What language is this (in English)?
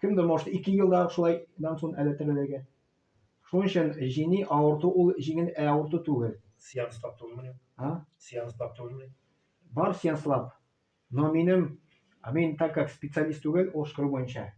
Tatar